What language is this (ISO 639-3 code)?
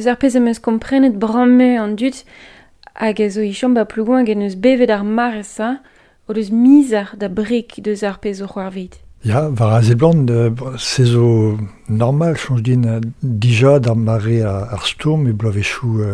bre